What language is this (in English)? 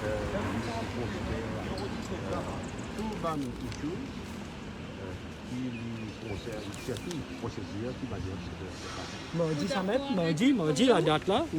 Morisyen